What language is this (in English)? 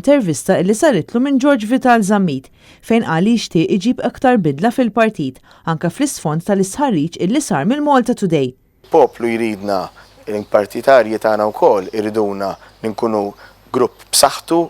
Maltese